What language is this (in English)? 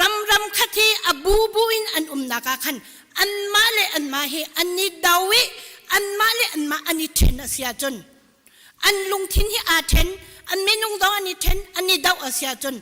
Hakha Chin